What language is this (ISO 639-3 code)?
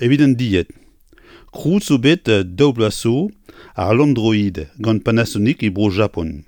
bre